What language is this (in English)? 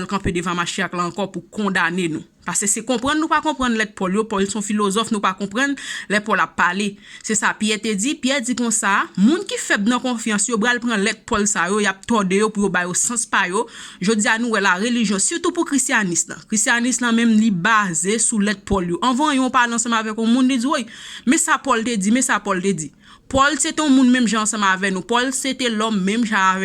Haitian Creole